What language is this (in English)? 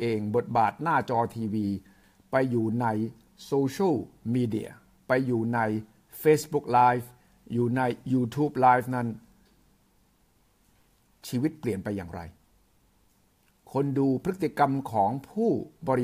Thai